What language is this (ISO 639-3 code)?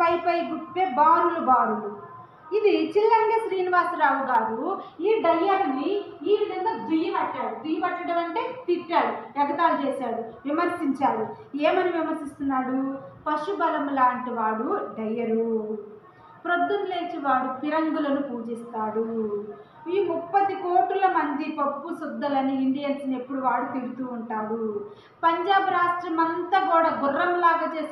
tel